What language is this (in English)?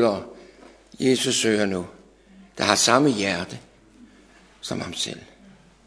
Danish